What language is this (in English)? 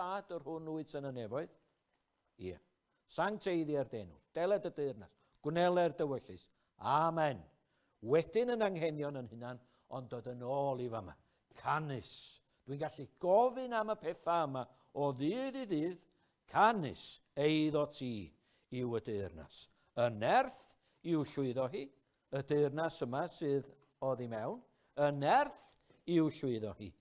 Welsh